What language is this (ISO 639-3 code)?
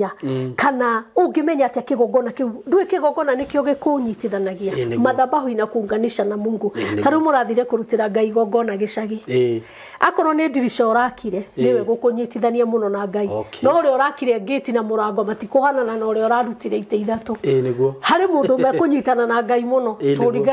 kik